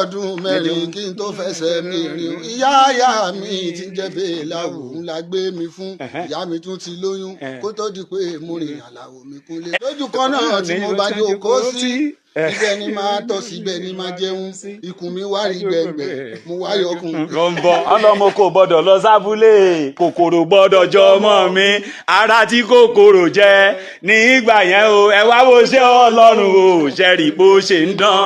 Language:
Yoruba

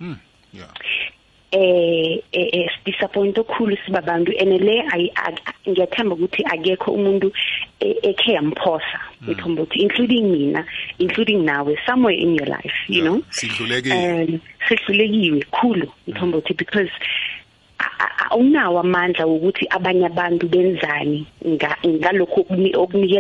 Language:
South Ndebele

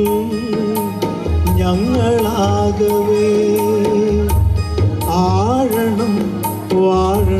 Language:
Malayalam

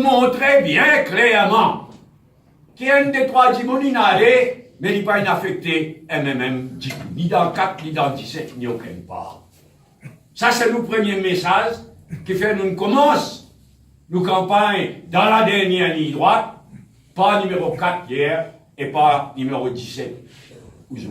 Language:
Morisyen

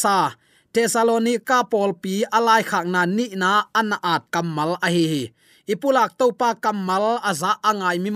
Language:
Tedim Chin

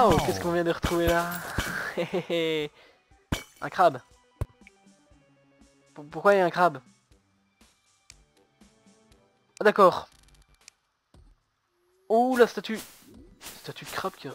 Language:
French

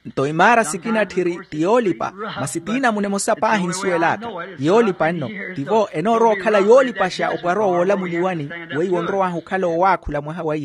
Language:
Makhuwa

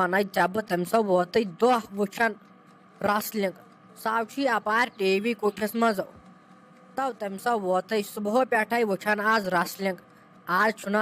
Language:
Kashmiri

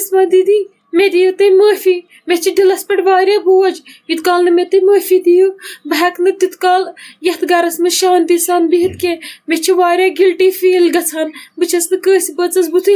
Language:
Kashmiri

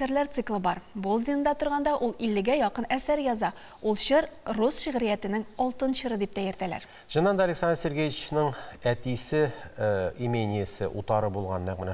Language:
Tatar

